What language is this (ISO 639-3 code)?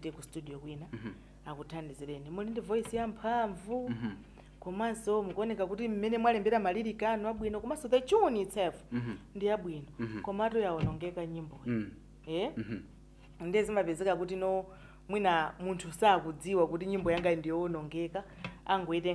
nya